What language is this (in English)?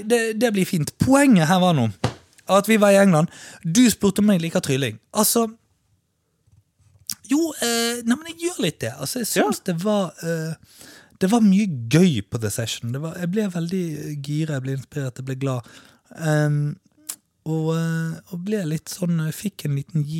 Norwegian